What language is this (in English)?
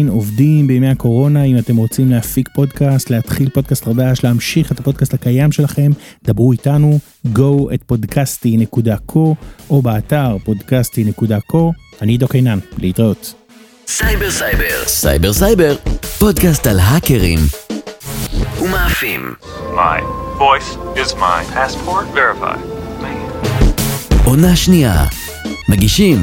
Hebrew